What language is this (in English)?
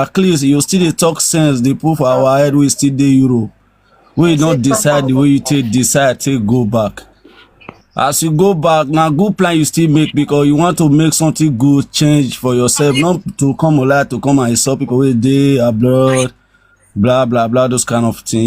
Nigerian Pidgin